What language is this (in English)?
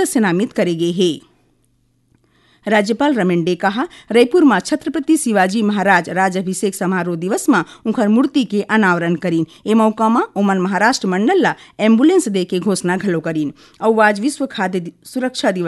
Chhattisgarhi